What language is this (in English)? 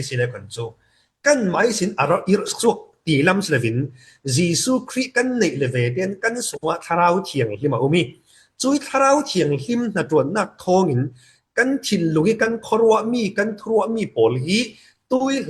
Falam Chin